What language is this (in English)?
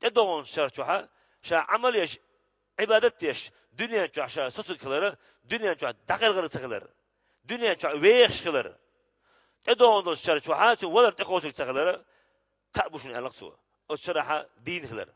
Chechen